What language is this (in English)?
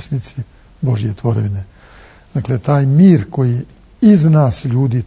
Serbian